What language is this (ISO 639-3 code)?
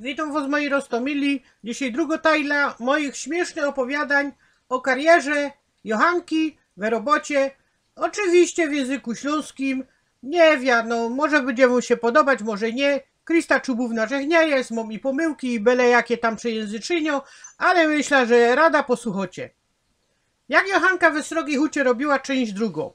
szl